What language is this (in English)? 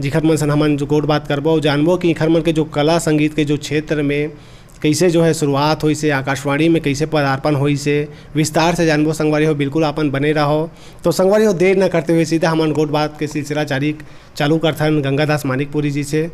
Chhattisgarhi